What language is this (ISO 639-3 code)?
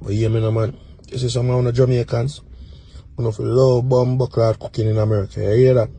jam